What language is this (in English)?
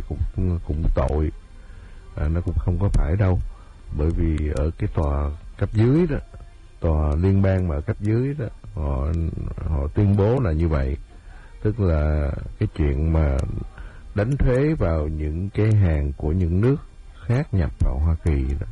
Vietnamese